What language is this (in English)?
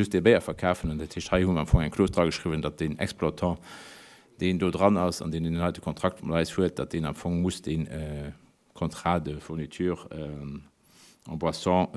Luxembourgish